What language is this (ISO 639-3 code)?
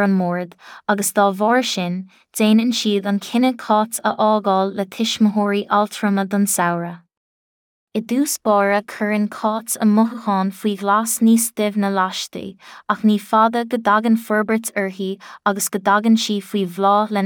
gle